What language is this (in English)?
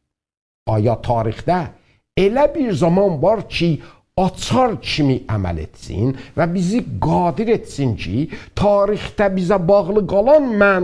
South Azerbaijani